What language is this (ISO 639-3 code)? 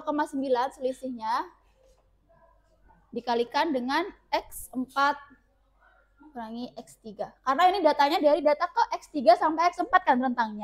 ind